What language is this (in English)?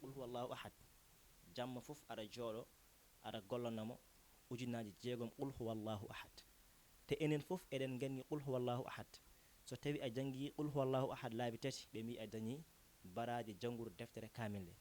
Fula